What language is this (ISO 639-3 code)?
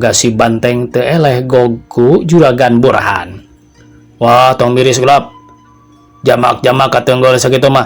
sun